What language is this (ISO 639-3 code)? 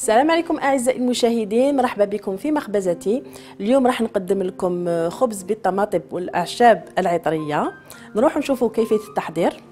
arq